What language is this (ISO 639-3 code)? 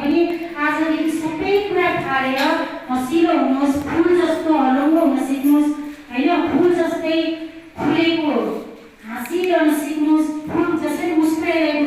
nep